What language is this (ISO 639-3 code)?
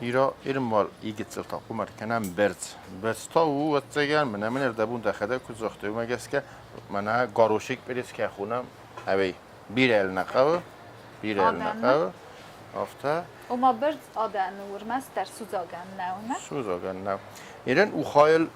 oss